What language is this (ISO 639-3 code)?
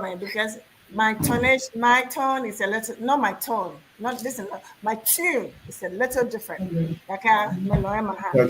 ewe